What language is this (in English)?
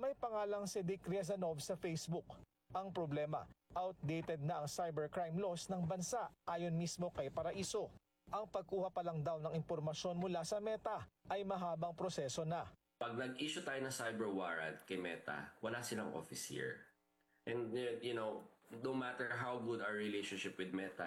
Filipino